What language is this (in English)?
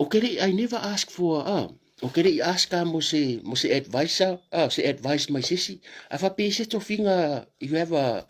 Samoan